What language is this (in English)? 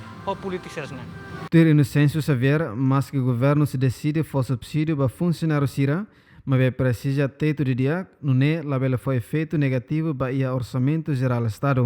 Tetum